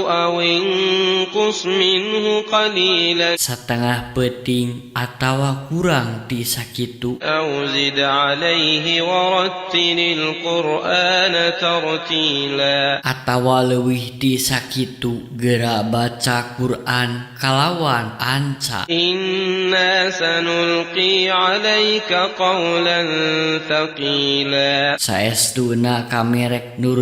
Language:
Sundanese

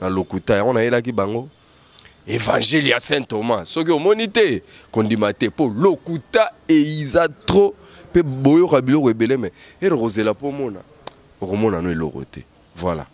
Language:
Lingala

